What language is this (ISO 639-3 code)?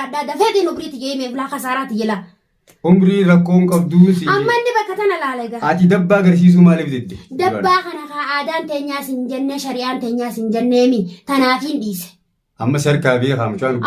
orm